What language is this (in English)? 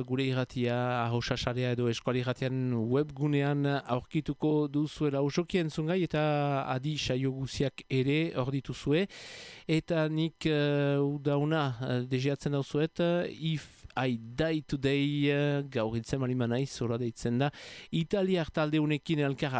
Basque